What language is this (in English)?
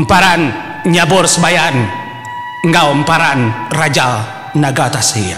Iban